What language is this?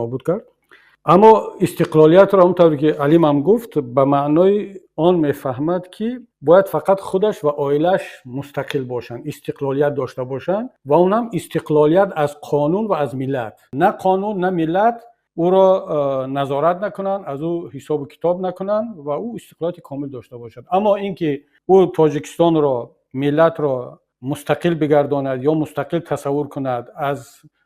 Tajik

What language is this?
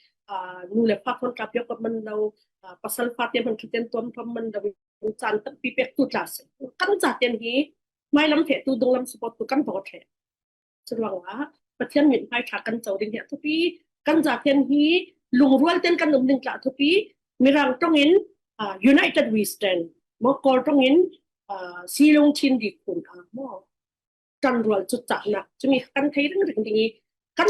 Falam Chin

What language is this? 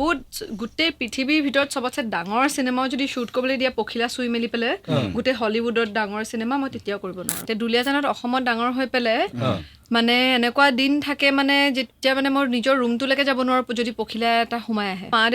Assamese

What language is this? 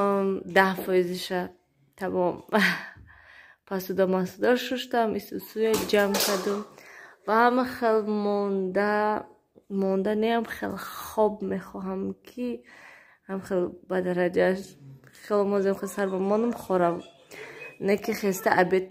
Tajik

